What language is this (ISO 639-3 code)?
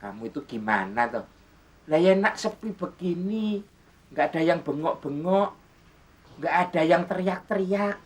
bew